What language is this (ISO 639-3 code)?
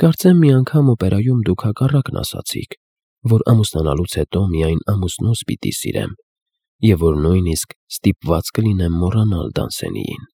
hye